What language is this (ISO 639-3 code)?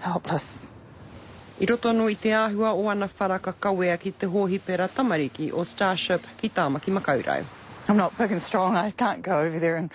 mri